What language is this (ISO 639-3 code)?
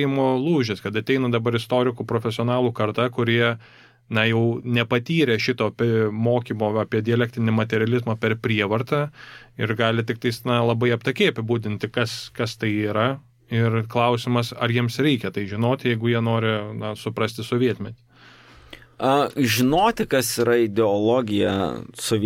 lit